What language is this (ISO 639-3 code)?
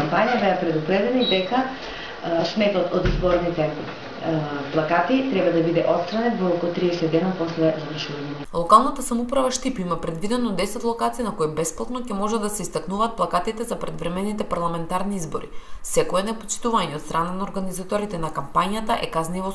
mkd